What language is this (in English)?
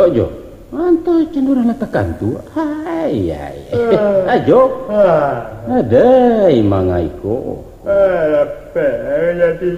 Minangkabau